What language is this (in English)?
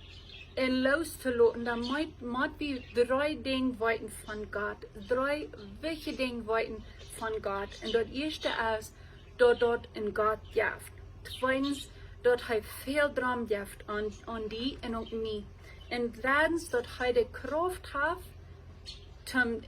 Plautdietsch